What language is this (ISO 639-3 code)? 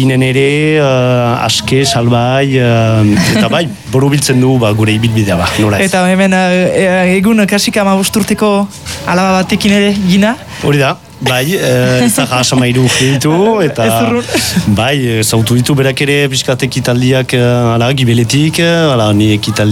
eus